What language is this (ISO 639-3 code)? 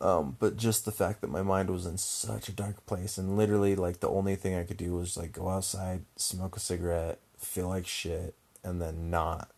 eng